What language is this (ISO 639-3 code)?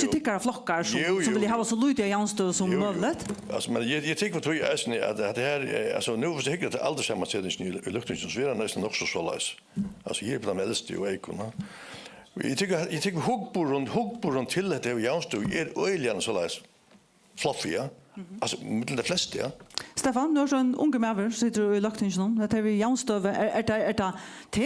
fao